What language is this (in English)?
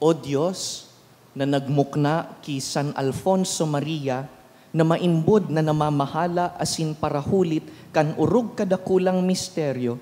Bikol